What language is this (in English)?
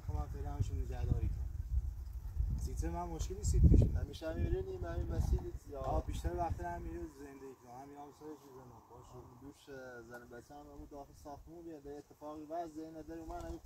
Persian